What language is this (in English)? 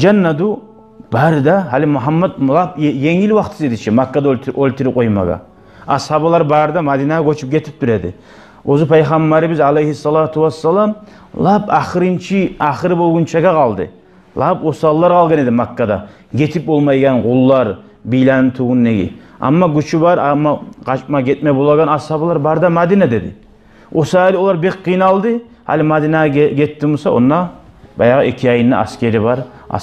Kumyk